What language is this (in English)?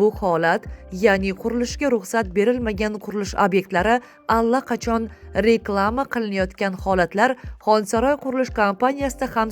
Uzbek